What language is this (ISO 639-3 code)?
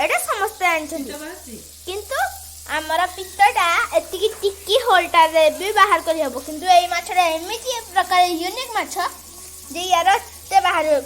ori